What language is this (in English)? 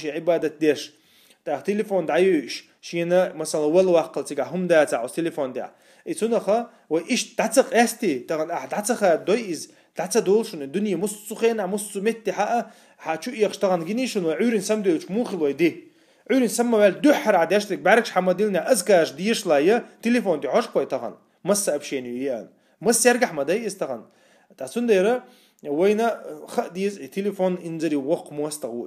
Chechen